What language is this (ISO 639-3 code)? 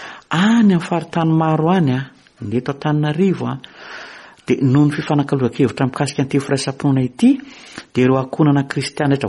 mlg